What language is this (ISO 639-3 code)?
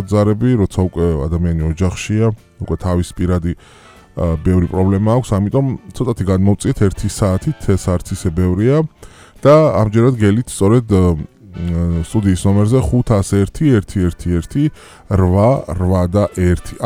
kat